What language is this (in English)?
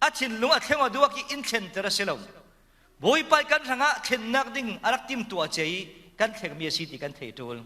Falam Chin